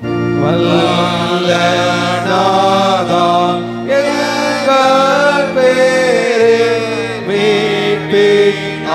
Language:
Tamil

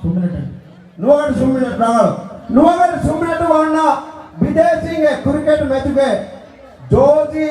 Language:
Divehi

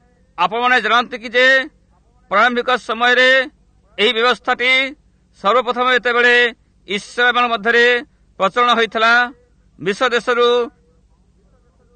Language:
Odia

